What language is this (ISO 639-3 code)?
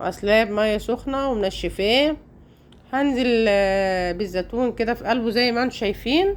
arz